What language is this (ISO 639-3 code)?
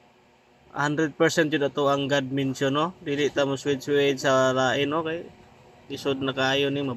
ceb